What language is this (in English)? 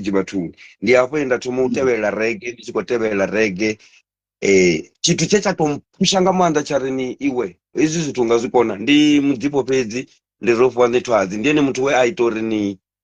Venda